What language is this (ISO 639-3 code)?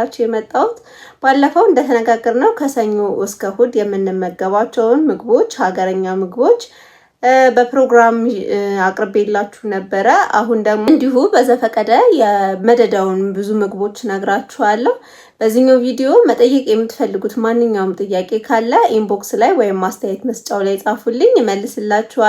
amh